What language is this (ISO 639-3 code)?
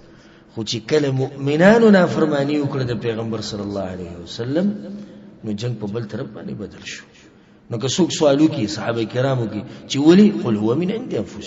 pus